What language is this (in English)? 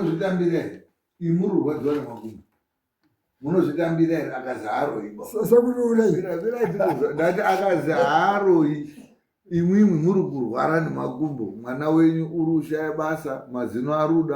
Shona